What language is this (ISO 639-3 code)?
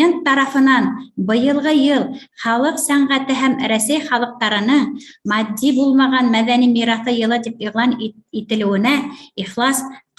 bak